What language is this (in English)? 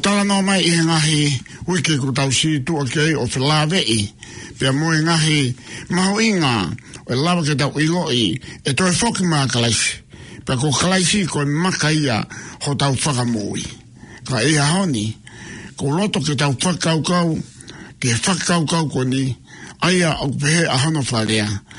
Tongan